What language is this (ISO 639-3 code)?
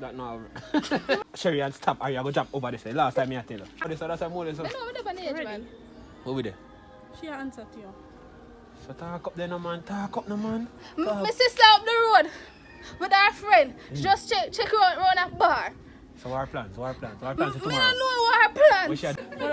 jam